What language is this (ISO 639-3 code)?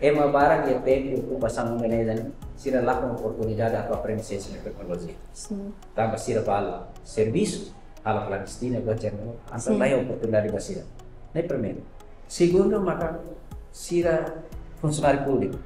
tet